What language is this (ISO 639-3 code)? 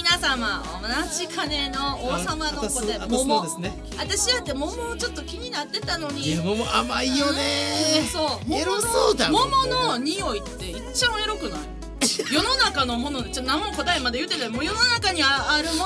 jpn